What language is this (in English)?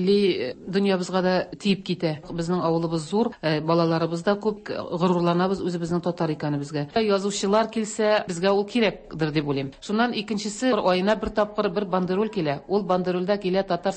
Tatar